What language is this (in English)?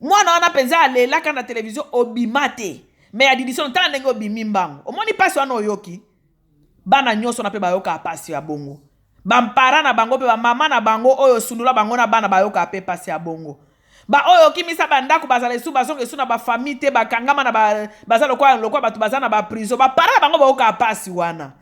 Lingala